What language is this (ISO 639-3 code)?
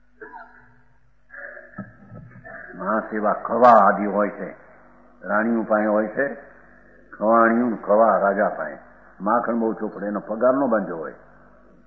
guj